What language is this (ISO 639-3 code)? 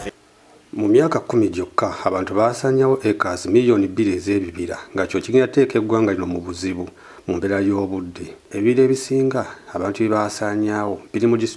lug